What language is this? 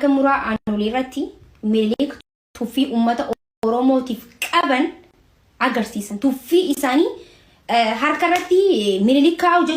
Oromo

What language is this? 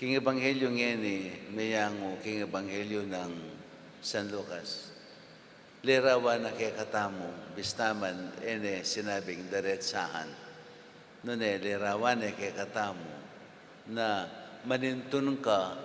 Pampanga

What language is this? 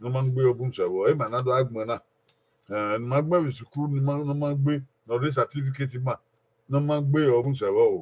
Bini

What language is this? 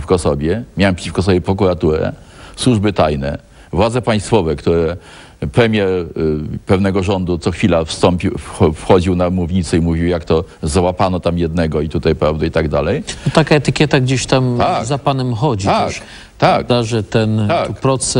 Polish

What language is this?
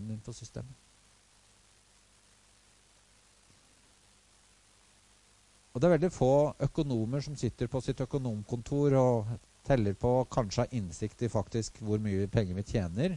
Norwegian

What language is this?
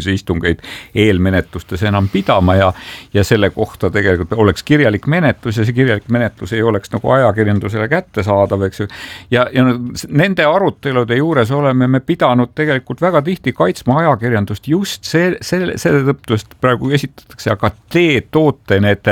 Estonian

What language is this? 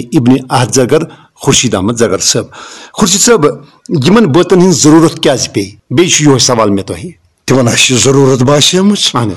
Kashmiri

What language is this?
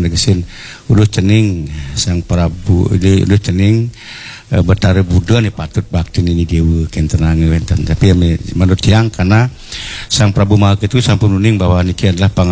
Balinese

